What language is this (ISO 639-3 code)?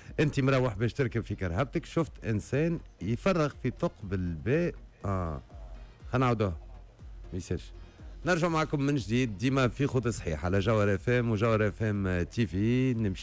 aeb